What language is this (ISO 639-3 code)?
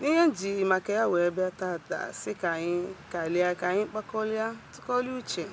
ibo